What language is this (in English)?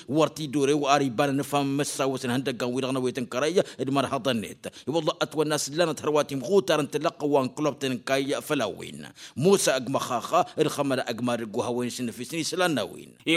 Tamasheq